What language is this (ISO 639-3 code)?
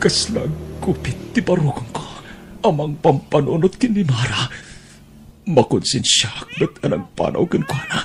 ilo